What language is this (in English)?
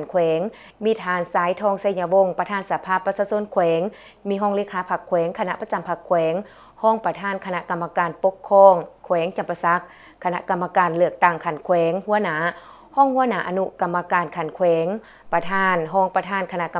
Lao